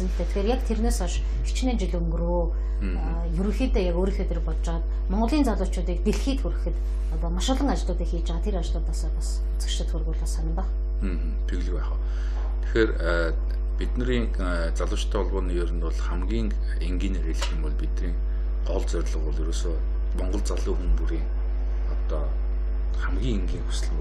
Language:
Mongolian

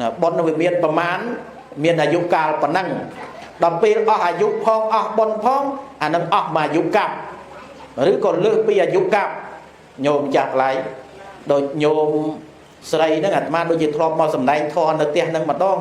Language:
Khmer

